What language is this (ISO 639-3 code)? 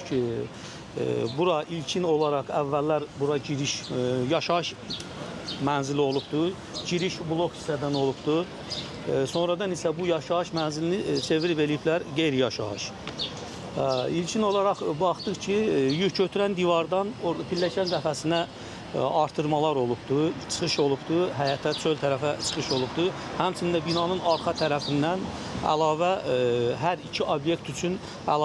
aze